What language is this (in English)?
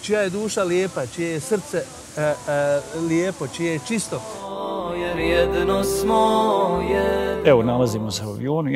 Bosnian